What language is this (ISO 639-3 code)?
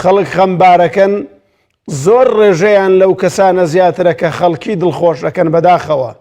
ckb